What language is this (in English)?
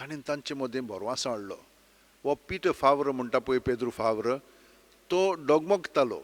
Konkani